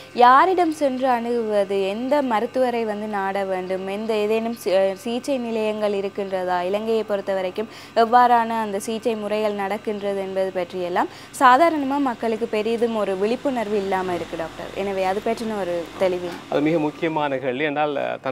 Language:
Tamil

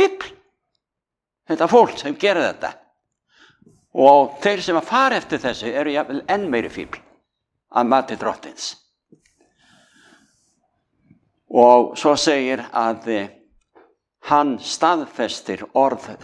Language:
Icelandic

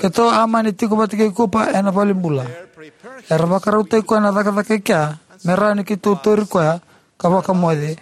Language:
Fijian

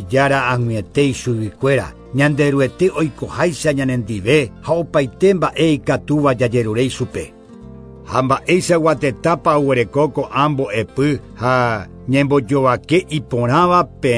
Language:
Guarani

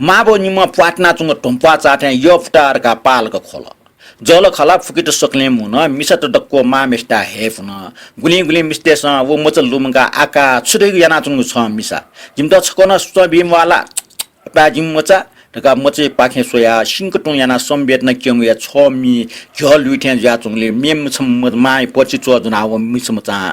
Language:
Newari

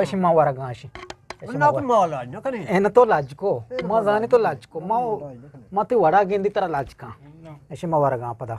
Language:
Eastern Balochi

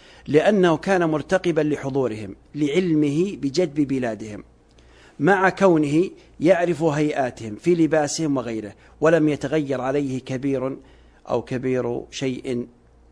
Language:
Arabic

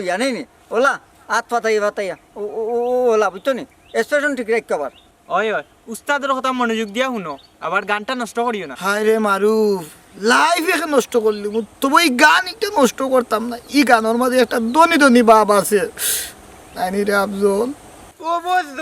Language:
Sylheti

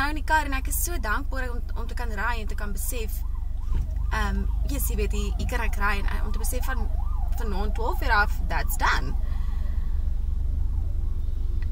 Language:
Afrikaans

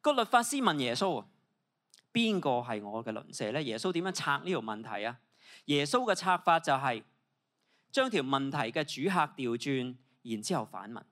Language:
Cantonese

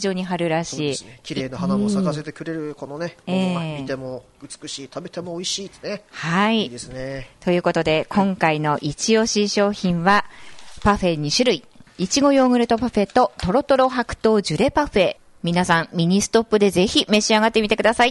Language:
Japanese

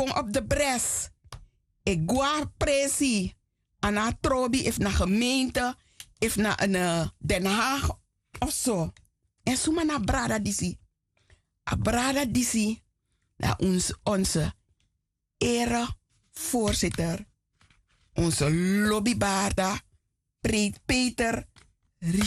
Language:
Sranan Tongo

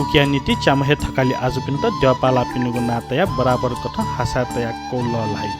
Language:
Newari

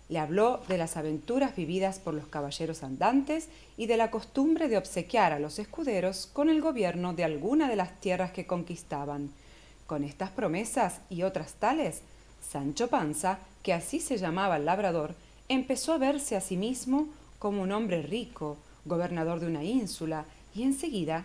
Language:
Spanish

